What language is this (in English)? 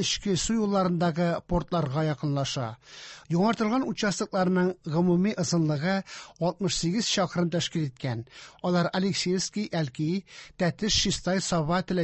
Tatar